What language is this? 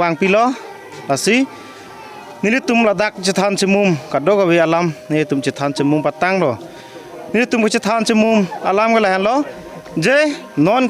Karbi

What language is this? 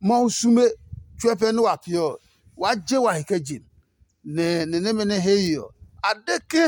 Adangme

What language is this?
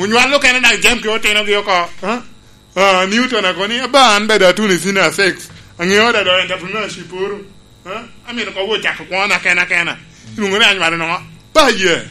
Lango (Uganda)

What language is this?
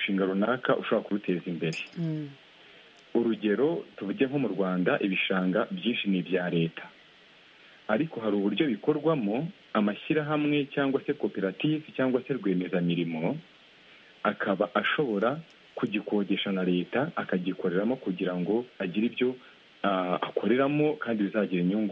Kinyarwanda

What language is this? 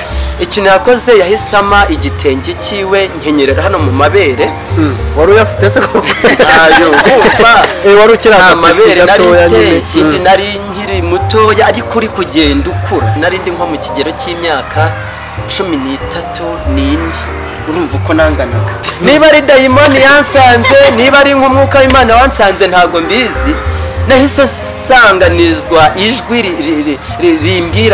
Kinyarwanda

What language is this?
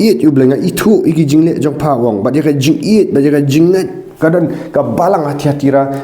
Khasi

